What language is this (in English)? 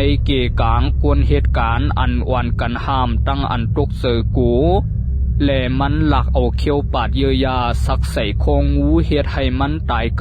Shan